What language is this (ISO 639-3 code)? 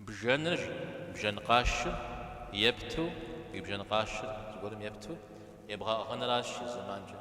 kbd